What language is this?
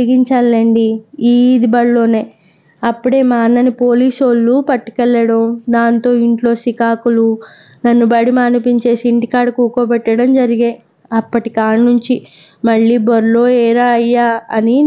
Telugu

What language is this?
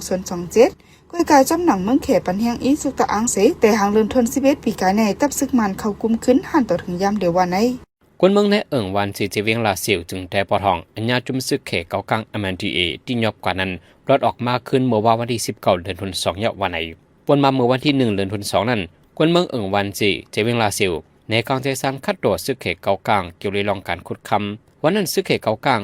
Shan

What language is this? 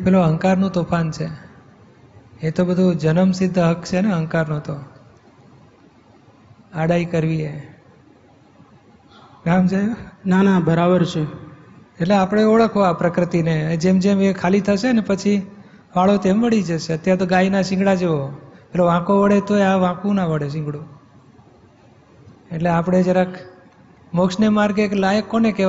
Gujarati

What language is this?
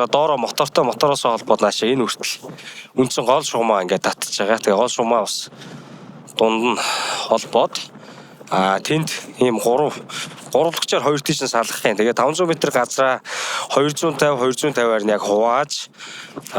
Mongolian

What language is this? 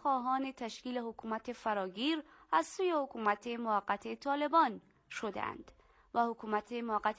Persian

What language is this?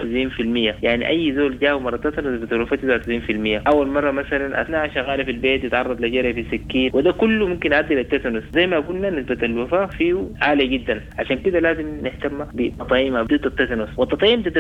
Sudanese Arabic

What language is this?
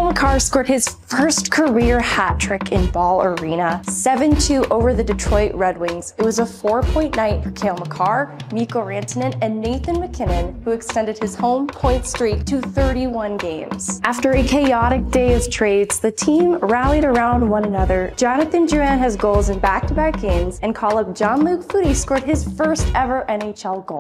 English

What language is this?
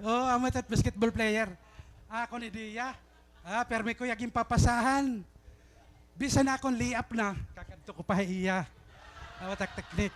Waray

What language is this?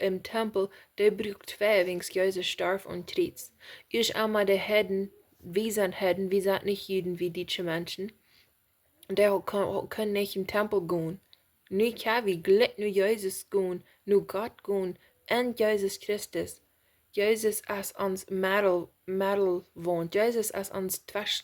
Plautdietsch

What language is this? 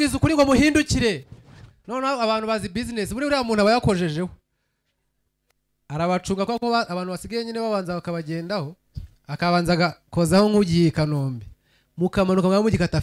Kinyarwanda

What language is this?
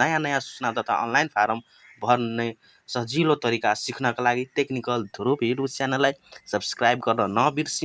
Nepali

